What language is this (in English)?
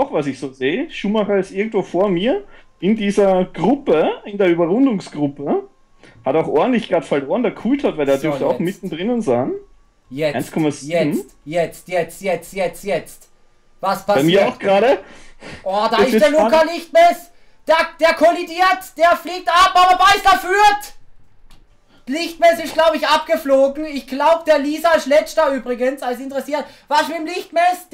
German